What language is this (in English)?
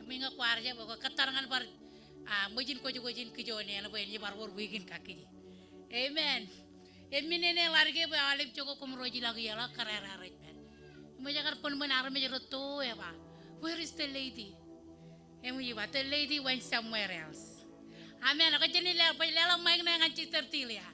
Marshallese